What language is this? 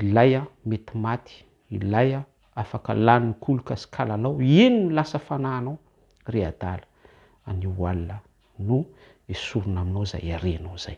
Malagasy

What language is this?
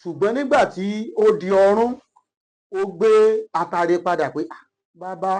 Yoruba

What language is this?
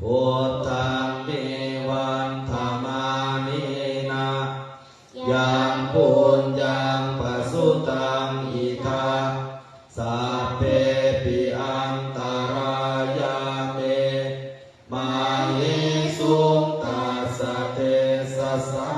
Pali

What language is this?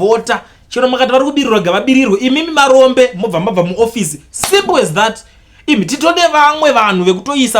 Shona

